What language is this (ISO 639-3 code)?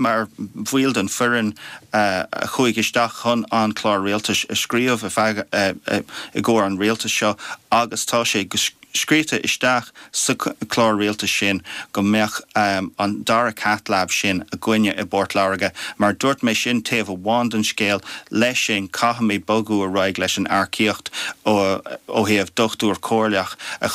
gle